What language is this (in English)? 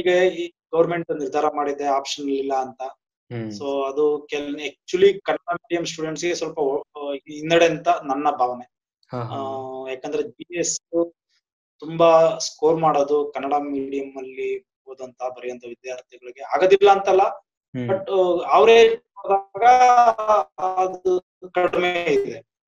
Kannada